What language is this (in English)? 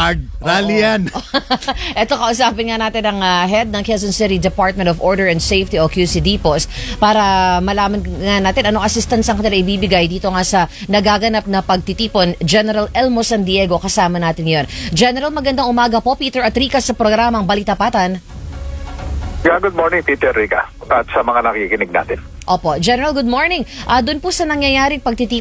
Filipino